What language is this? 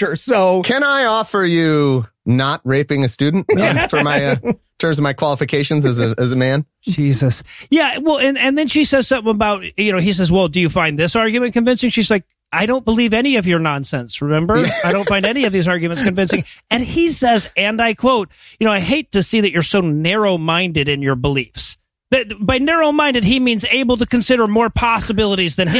English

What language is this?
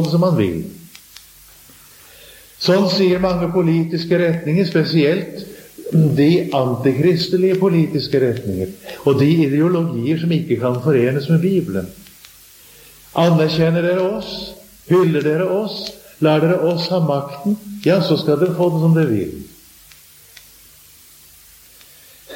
Norwegian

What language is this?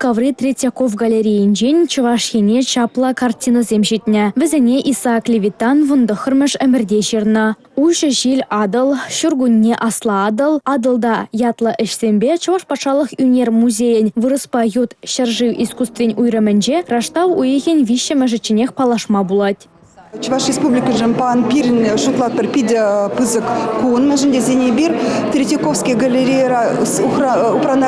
Chuvash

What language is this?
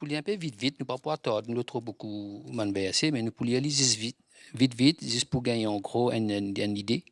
Morisyen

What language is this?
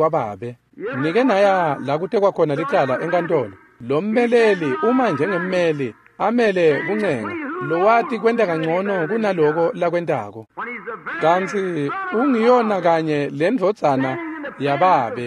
Swati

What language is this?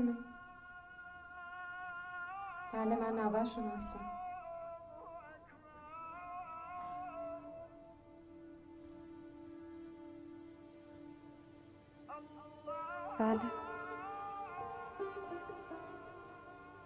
Persian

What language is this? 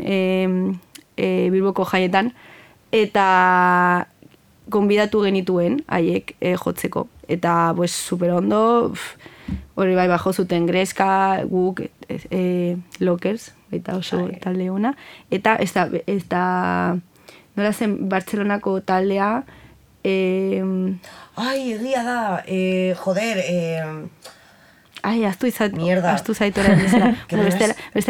Basque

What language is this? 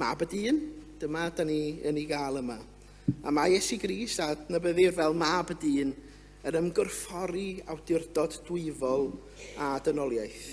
Welsh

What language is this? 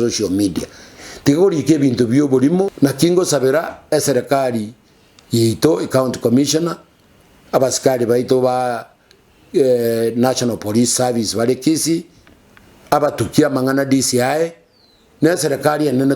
Gusii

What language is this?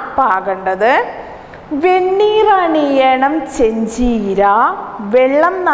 Malayalam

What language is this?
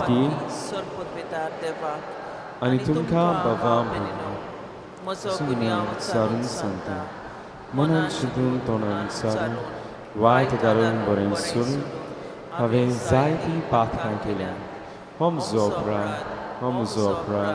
Konkani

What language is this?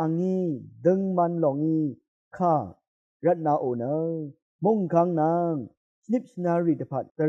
Rawang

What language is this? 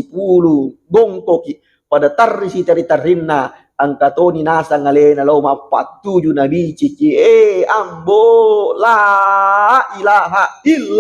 Buginese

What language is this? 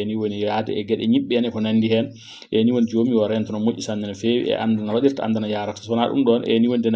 Fula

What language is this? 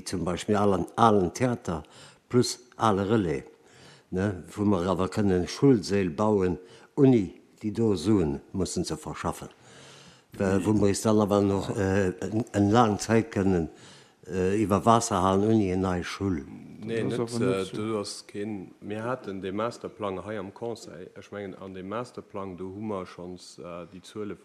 Luxembourgish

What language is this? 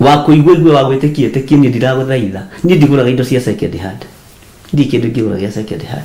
Kikuyu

